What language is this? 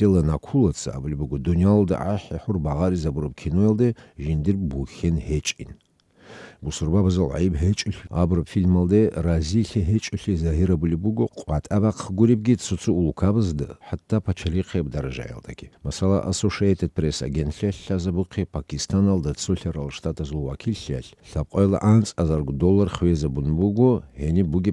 Avaric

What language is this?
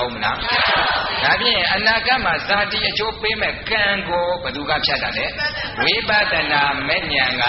Burmese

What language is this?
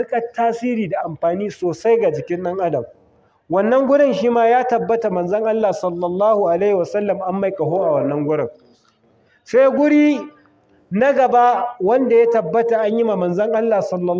Hausa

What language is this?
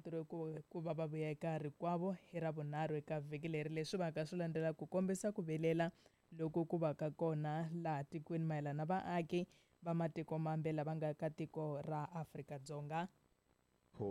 Tsonga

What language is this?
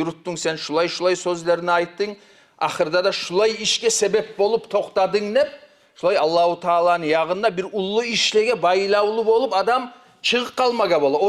Kumyk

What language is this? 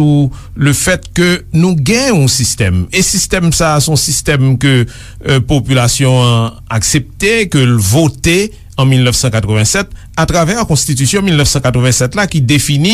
Haitian Creole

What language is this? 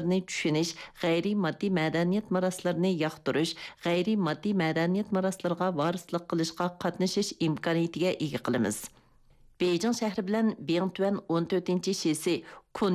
Uyghur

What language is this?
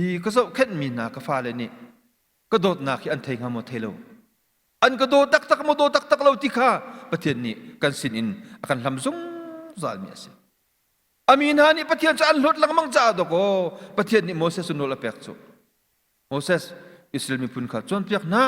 Hakha Chin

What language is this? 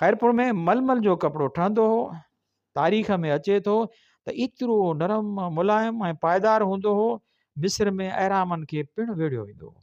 Sindhi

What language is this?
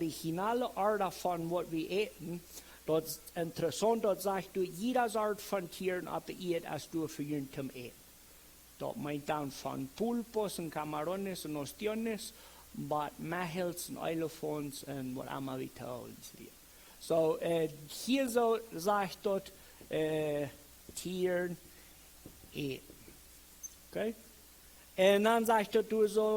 Plautdietsch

